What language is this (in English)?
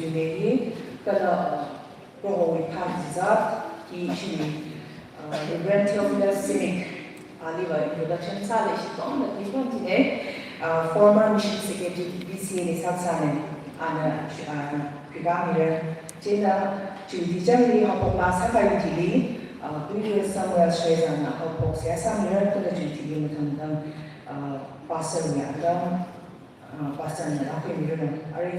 Tangkhul Naga (India)